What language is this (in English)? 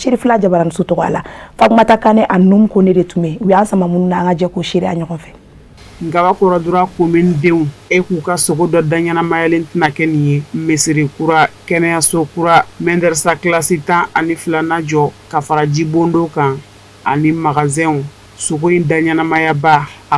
Bambara